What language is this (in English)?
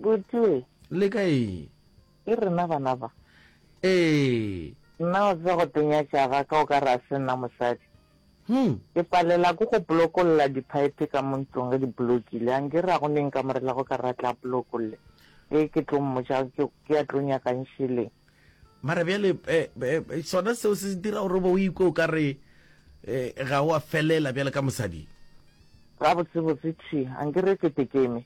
Northern Sotho